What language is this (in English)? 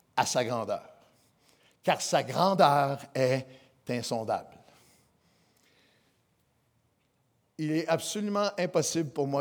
French